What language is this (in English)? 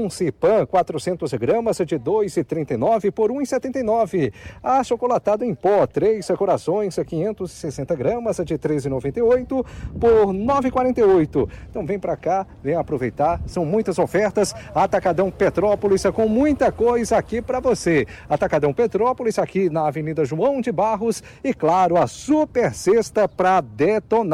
Portuguese